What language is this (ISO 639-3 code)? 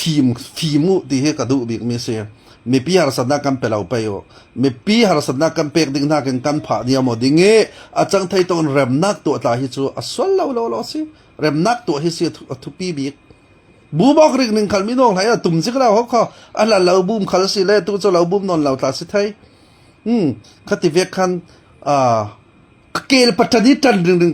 cfm